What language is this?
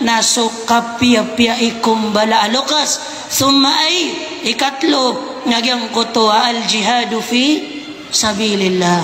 Maranao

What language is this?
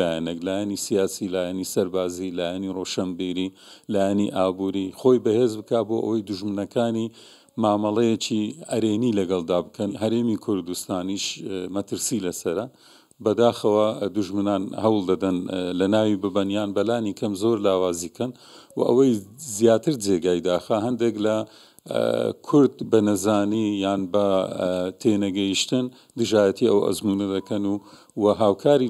Central Kurdish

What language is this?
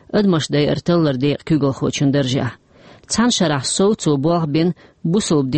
Chechen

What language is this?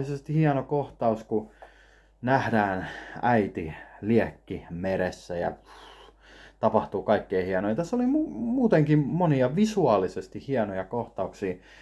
Finnish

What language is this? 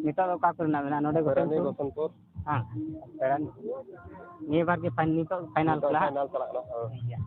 Santali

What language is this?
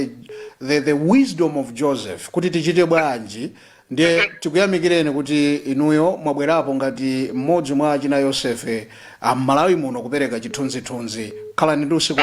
Nyanja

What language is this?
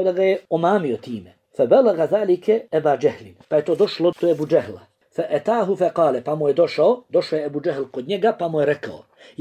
Bosnian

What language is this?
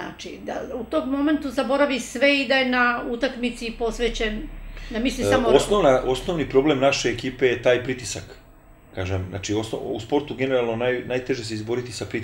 Serbian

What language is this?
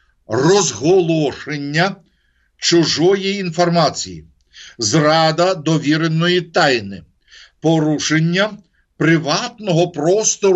Ukrainian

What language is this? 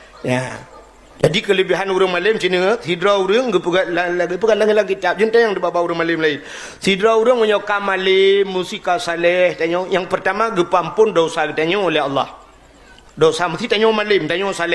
Achinese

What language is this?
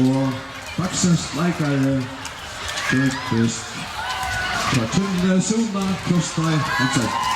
Faroese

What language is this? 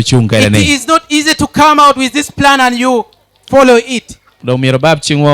Lango (Uganda)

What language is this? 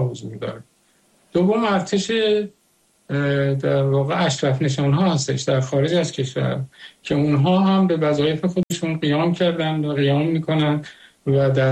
Persian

